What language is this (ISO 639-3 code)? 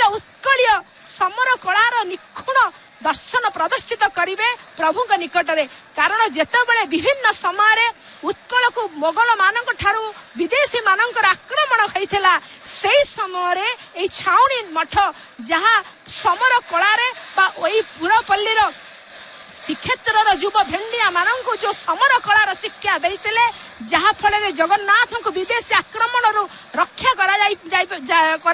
ori